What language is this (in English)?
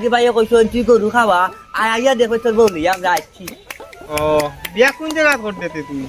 Sylheti